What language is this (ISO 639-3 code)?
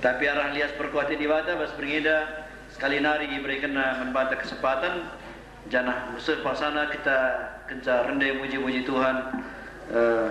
btx